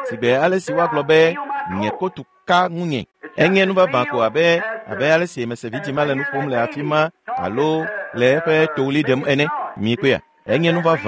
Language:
Ewe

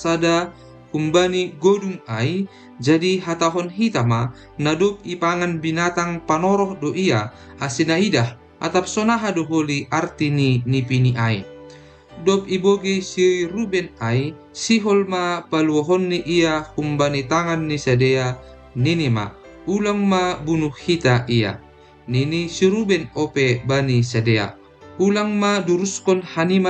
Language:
Batak Simalungun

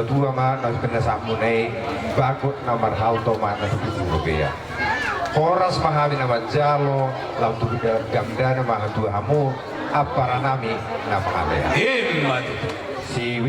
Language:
Batak Toba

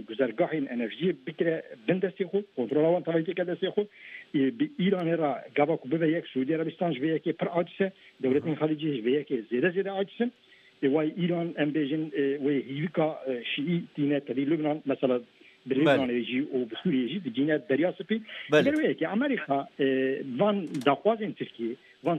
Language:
Kurdish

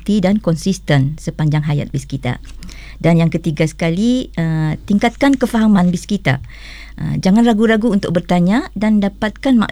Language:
Malay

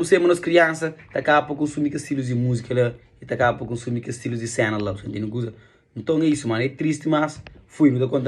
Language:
Kabuverdianu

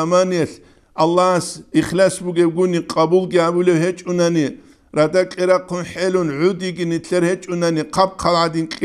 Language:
Avaric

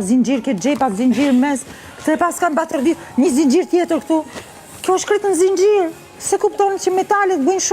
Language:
Albanian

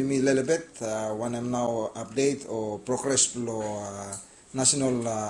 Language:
Bislama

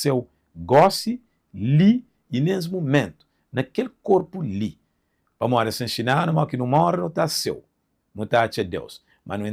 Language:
Kabuverdianu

